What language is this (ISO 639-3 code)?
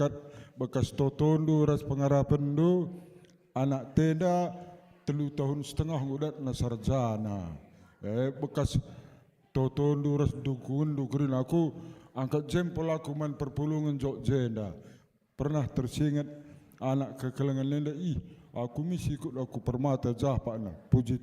btx